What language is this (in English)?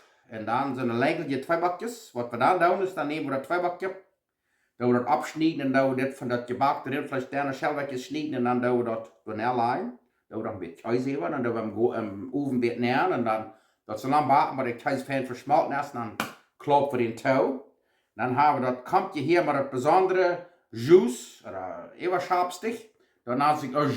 Plautdietsch